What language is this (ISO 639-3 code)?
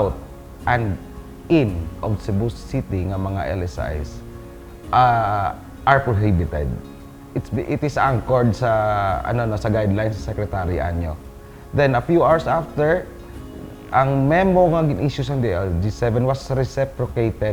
hil